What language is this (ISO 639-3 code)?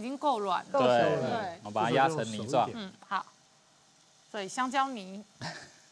zho